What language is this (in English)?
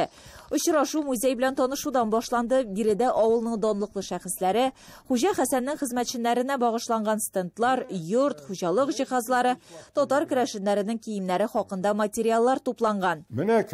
Tatar